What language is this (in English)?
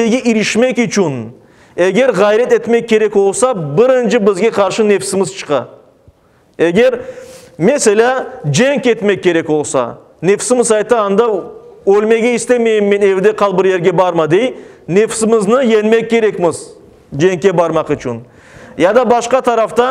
Crimean Tatar